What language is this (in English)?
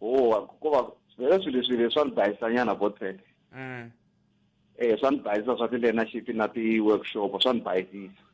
Tsonga